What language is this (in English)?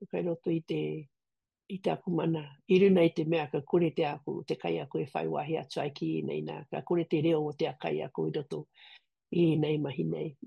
Māori